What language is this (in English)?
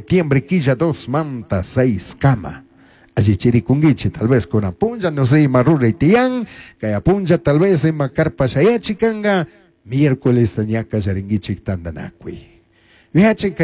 Chimborazo Highland Quichua